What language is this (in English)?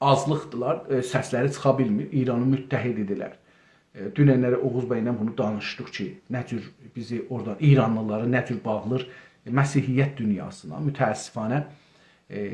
South Azerbaijani